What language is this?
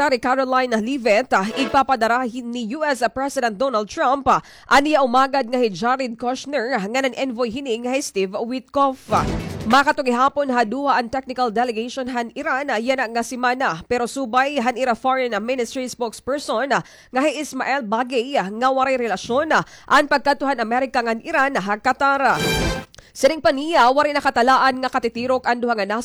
Waray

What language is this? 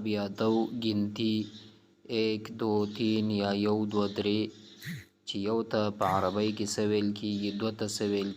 Pashto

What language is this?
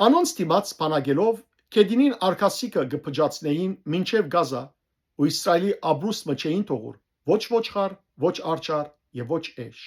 Western Armenian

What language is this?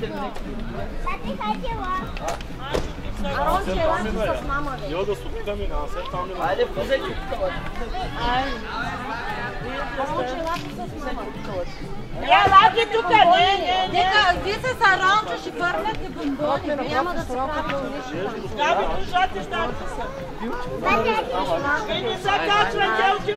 Bulgarian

